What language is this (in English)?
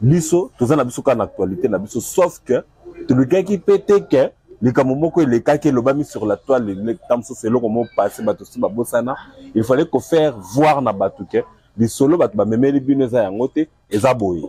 Lingala